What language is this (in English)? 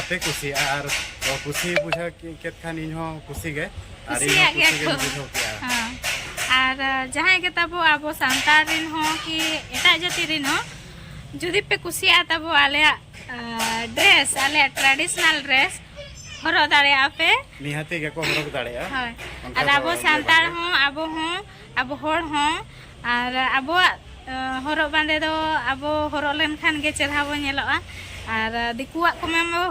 Santali